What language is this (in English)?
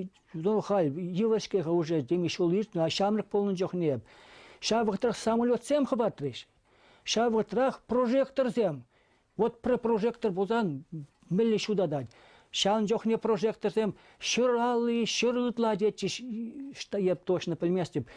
Chuvash